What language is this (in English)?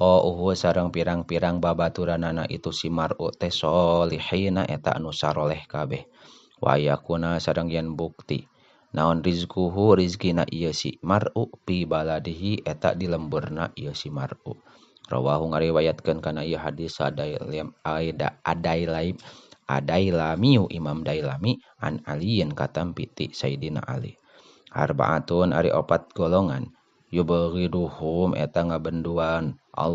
Sundanese